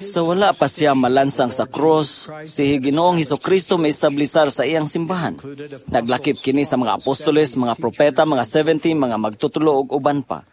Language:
Cebuano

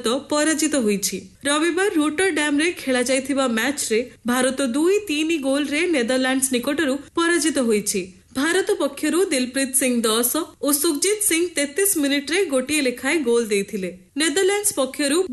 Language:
Odia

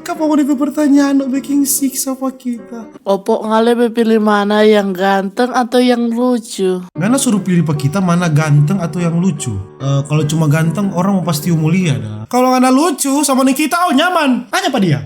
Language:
Manado Malay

